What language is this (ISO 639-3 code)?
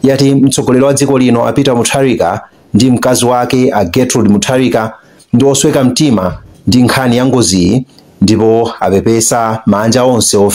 nya